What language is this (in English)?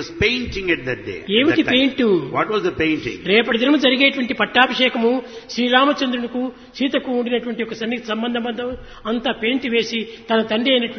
Telugu